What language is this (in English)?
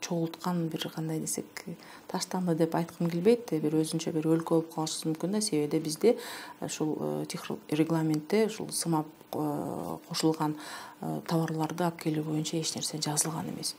Kyrgyz